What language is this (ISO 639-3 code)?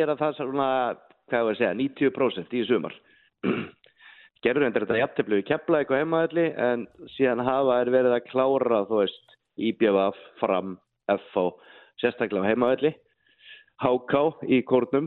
isl